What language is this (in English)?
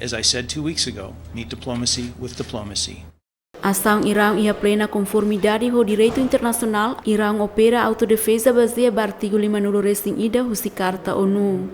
Tetum